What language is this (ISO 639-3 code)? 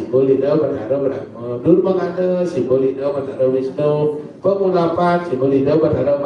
ban